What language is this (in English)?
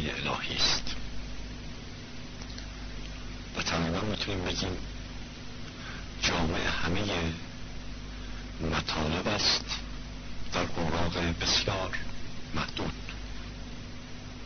Persian